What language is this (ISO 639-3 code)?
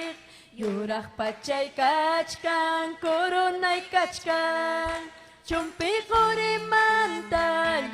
quy